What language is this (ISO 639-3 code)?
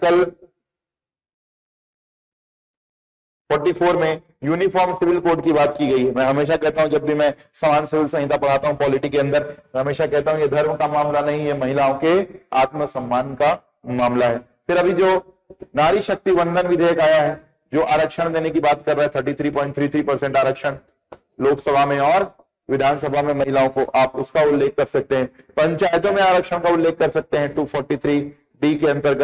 hin